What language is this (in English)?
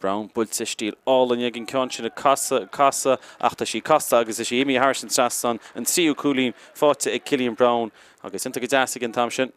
Irish